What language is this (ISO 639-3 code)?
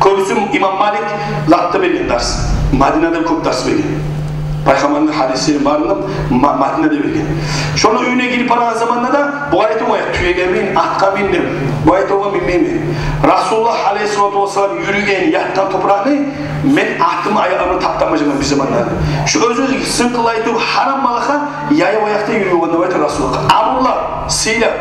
kum